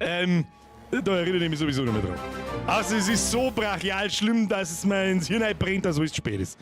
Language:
Bavarian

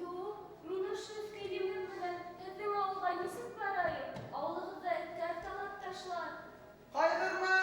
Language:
Bashkir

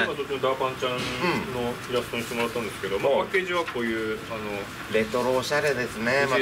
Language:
Japanese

